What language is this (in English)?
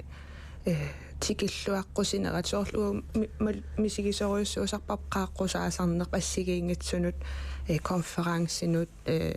Kalaallisut